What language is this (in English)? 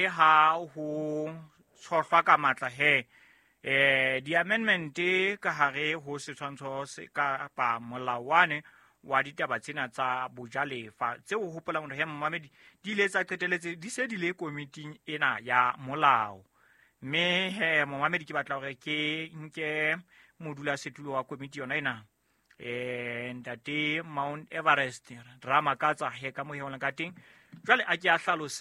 Southern Sotho